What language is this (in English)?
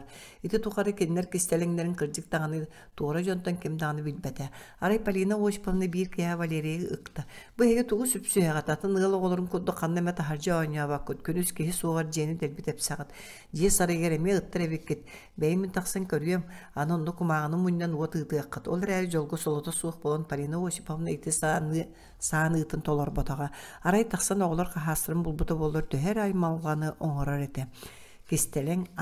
Yakut